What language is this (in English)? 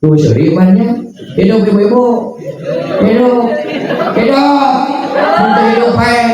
Sundanese